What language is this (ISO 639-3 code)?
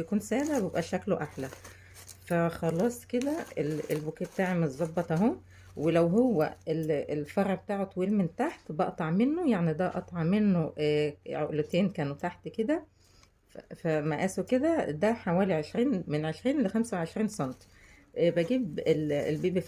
arz